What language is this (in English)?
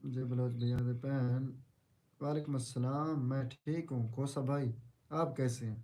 Saraiki